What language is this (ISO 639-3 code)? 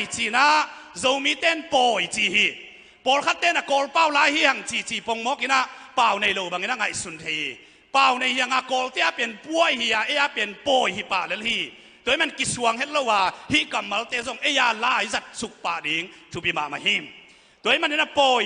ctd